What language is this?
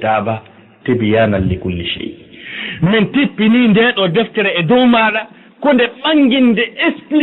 Fula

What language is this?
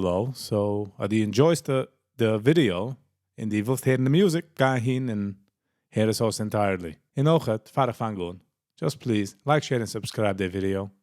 Yiddish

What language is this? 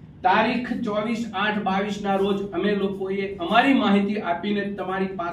Gujarati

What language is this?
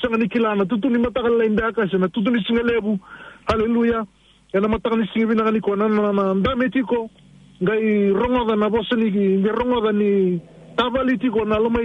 Fijian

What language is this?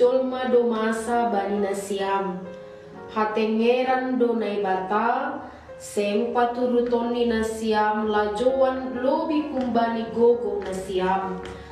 Batak Simalungun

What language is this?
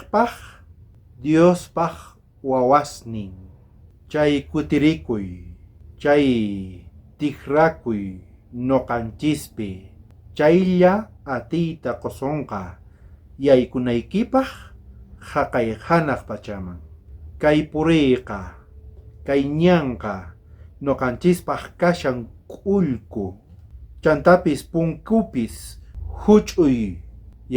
South Bolivian Quechua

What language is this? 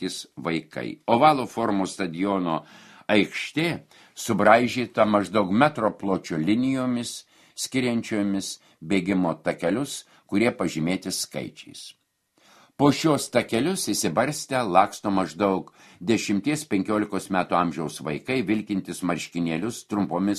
Lithuanian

